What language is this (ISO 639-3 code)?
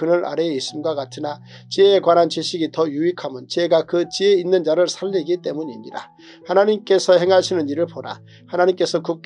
kor